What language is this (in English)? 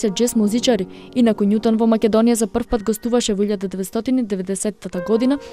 Macedonian